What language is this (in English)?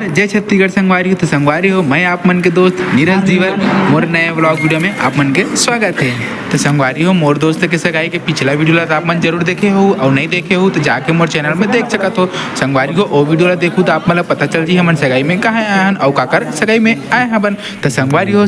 Chhattisgarhi